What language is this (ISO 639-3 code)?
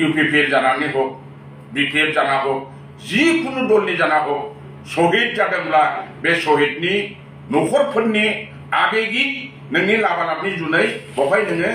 brx